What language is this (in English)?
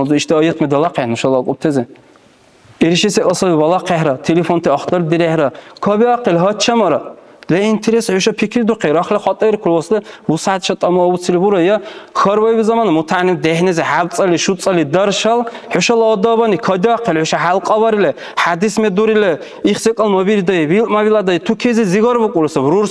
Dargwa